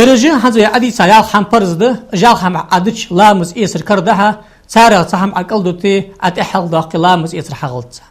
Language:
Ingush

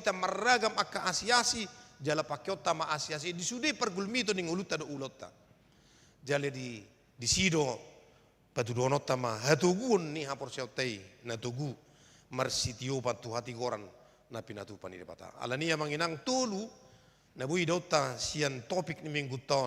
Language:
Batak Toba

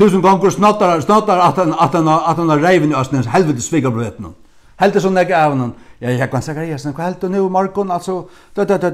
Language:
Faroese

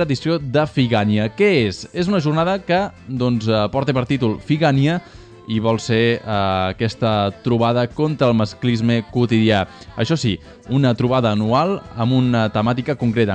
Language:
Catalan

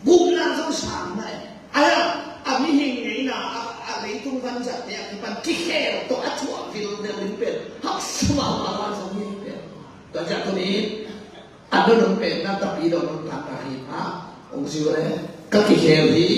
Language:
Tedim Chin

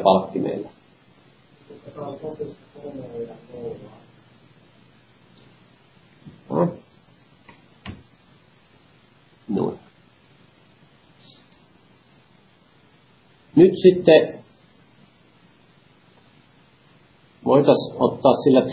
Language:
Finnish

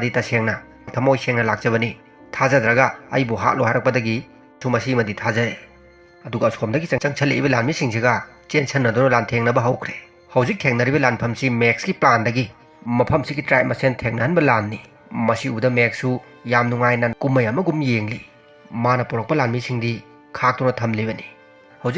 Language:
Manipuri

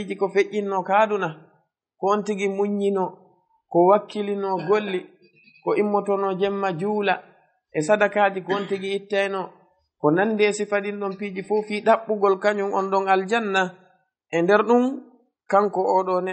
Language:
Fula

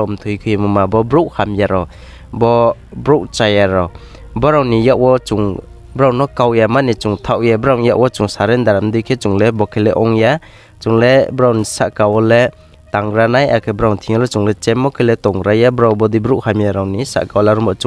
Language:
Riang (India)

